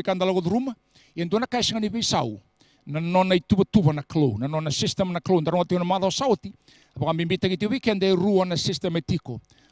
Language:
Fijian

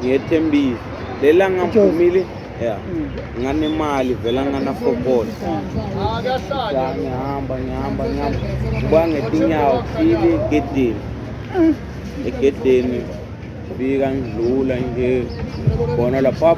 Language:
Zulu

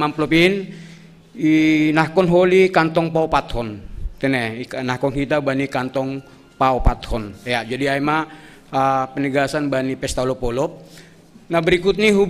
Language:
Batak Simalungun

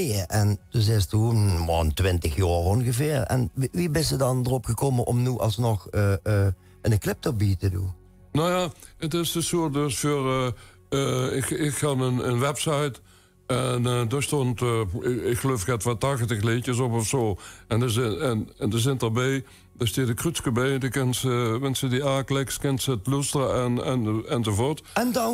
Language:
Limburgish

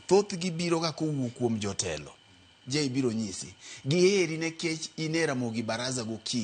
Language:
Luo (Kenya and Tanzania)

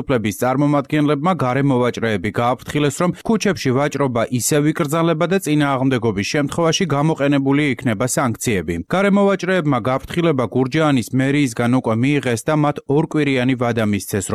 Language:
Georgian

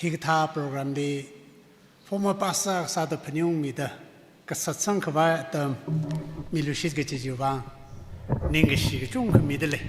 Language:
Tangkhul Naga (India)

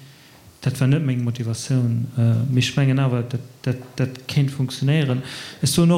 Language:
Luxembourgish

